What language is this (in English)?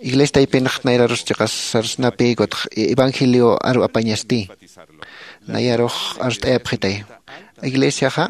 Aymara